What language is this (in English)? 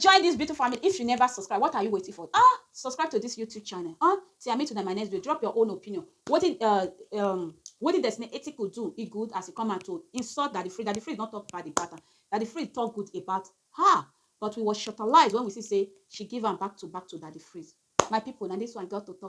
Nigerian Pidgin